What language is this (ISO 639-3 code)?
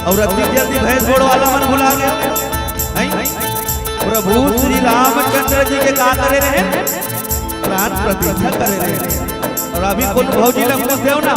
hne